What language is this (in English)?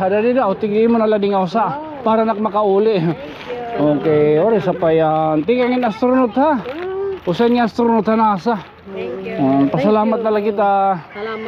Waray